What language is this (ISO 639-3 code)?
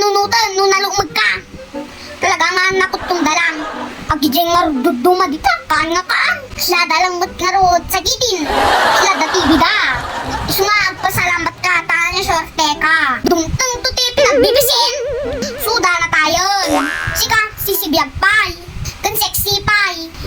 ilo